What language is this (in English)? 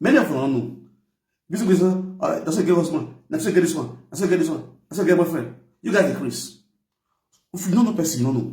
Nigerian Pidgin